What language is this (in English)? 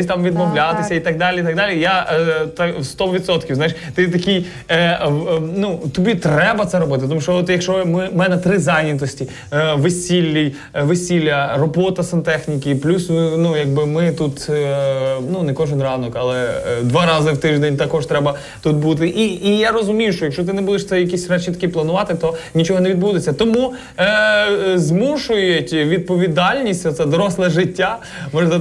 Ukrainian